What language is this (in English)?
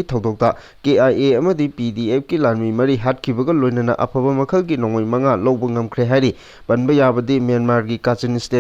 Manipuri